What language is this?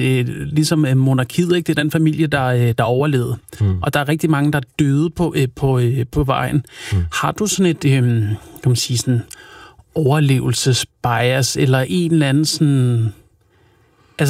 Danish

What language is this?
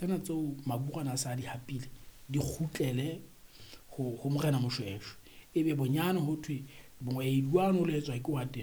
Southern Sotho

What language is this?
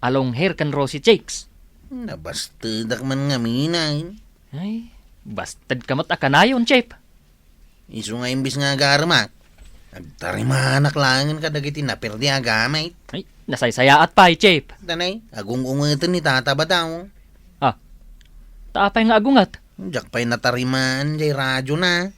Iloko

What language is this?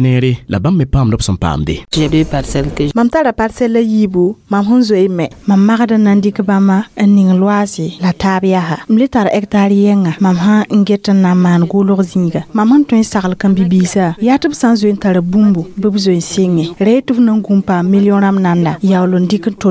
Mossi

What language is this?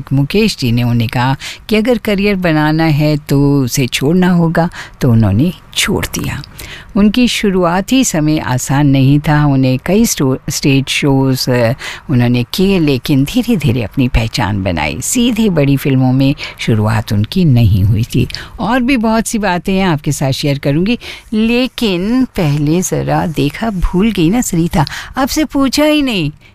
Hindi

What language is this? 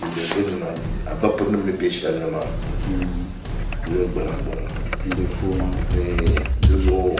Dagbani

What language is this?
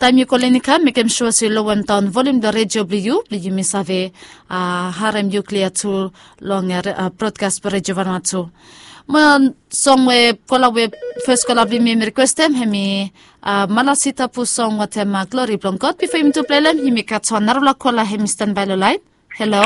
Bislama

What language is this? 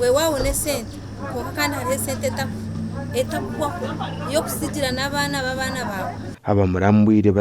Nyankole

